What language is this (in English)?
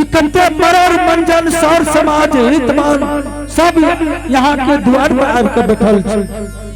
Angika